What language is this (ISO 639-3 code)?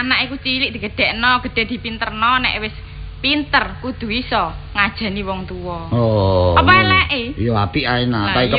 jav